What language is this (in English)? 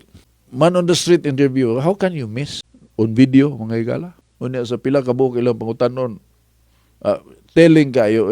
Cebuano